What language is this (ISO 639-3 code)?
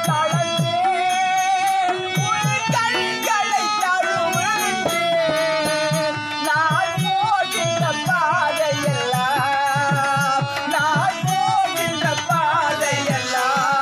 tam